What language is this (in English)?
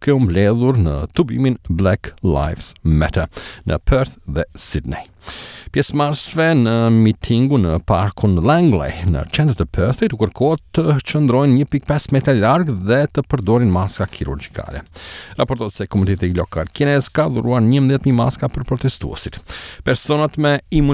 Albanian